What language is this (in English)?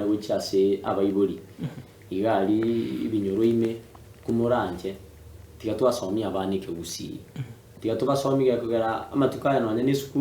Gusii